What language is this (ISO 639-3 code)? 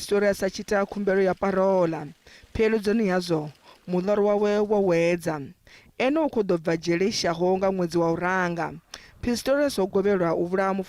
ven